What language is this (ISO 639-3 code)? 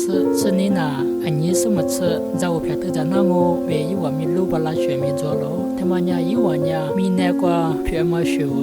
lis